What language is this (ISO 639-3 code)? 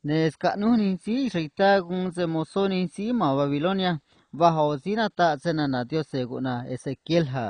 trc